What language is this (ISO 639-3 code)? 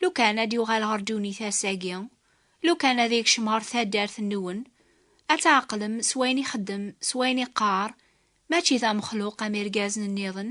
kab